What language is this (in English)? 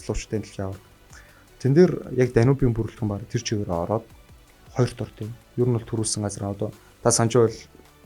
Mongolian